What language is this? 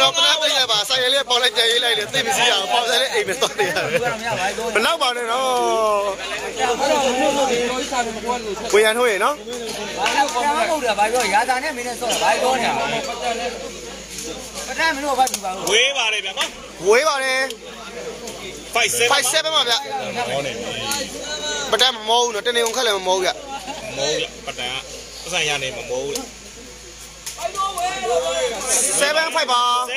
Burmese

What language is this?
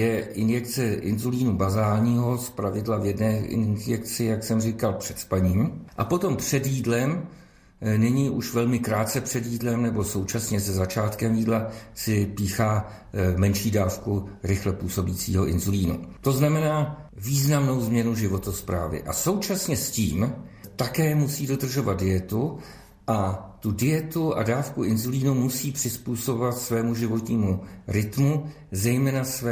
Czech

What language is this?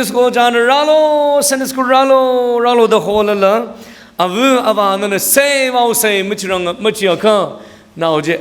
Tangkhul Naga (India)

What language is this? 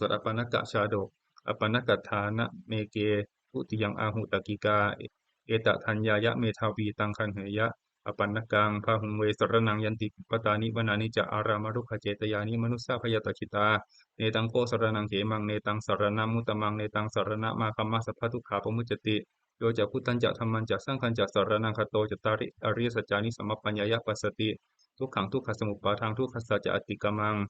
Pali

